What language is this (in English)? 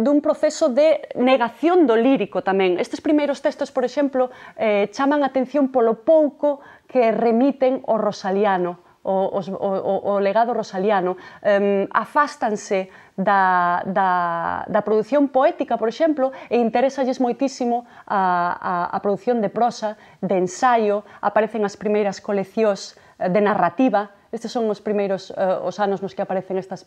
Galician